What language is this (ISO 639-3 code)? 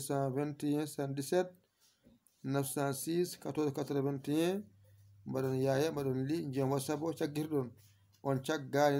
ful